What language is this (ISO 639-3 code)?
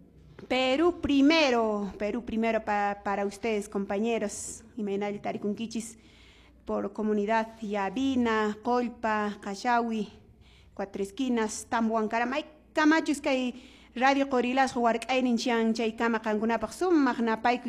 que